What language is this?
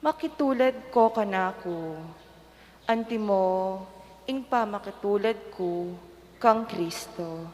Pampanga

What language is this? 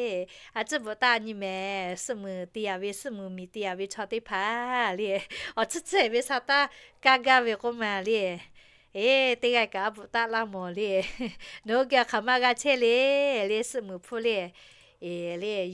Lahu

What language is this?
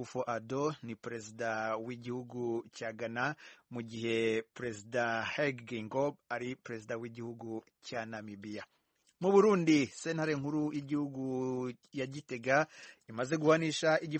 Kinyarwanda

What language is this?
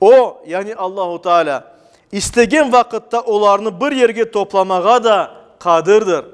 Crimean Tatar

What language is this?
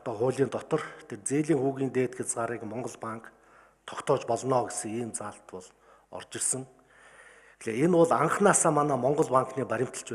Mongolian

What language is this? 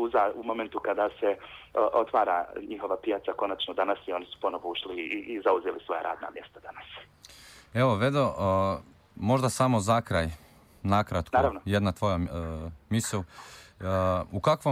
Bosnian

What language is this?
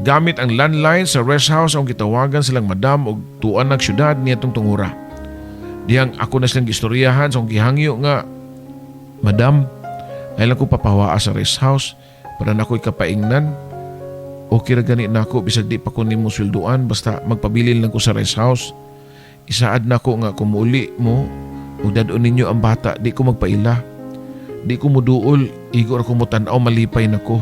Cebuano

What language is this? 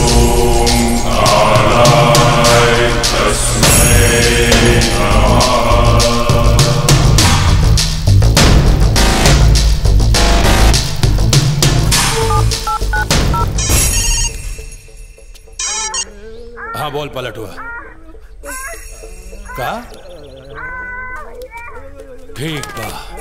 Bhojpuri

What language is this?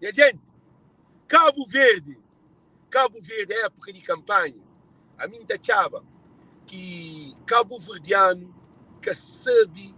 Kabuverdianu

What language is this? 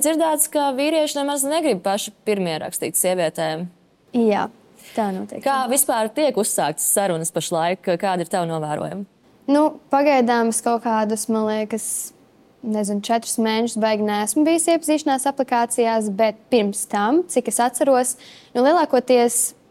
Latvian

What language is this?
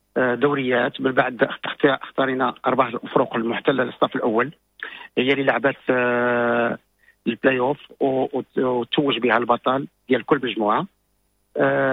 Moroccan Arabic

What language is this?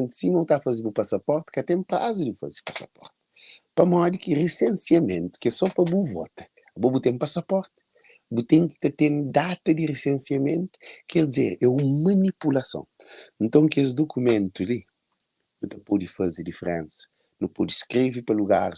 Kabuverdianu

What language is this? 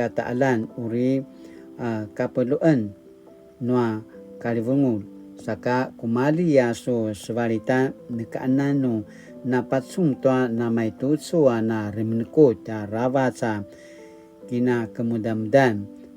Paiwan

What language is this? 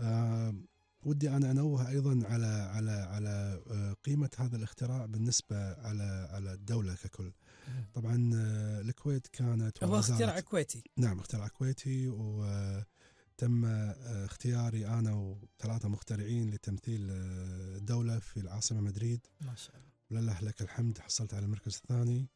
Gulf Arabic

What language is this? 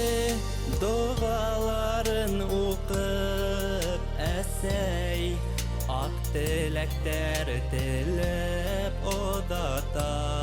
Bashkir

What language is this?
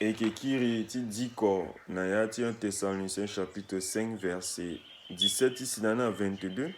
Sango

